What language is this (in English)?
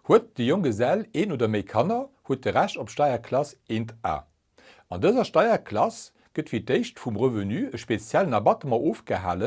Luxembourgish